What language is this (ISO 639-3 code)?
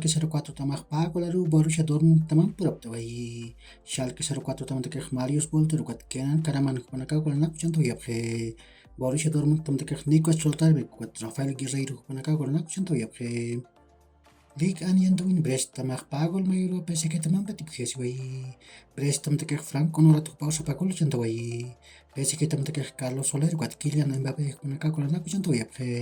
aym